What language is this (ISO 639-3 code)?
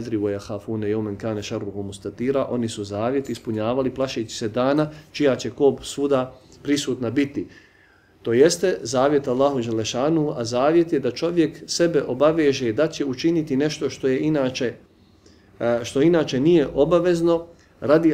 bos